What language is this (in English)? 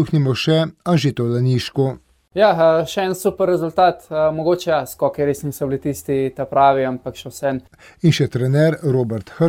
Slovenian